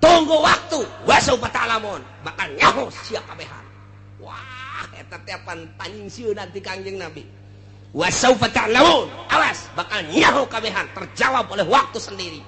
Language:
Sundanese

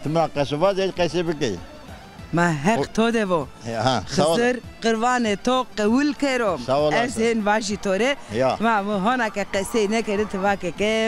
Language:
Zaza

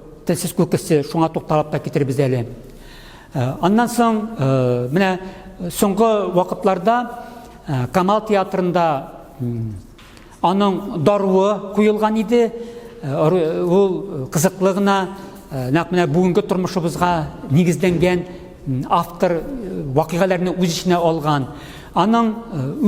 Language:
Tatar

